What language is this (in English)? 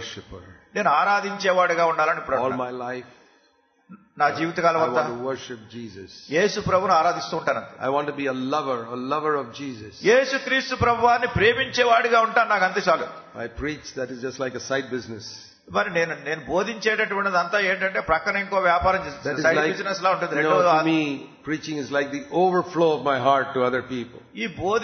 Telugu